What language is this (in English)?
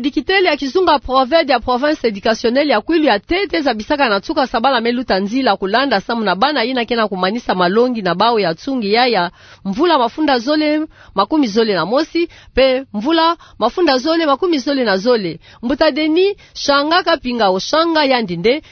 Kituba (Democratic Republic of Congo)